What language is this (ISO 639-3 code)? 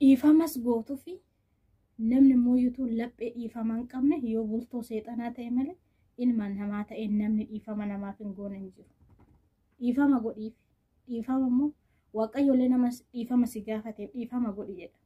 orm